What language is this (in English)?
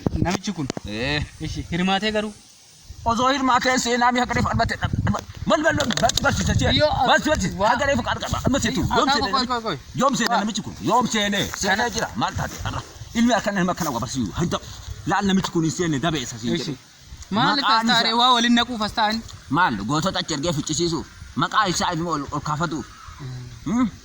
Oromo